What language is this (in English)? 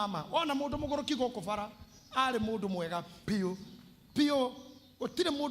Kikuyu